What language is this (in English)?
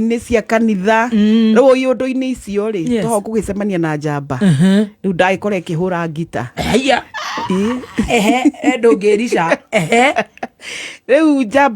Kikuyu